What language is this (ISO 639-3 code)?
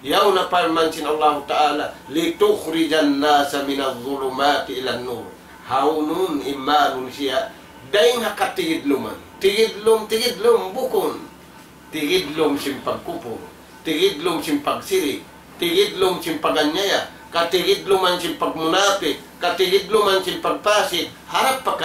tsg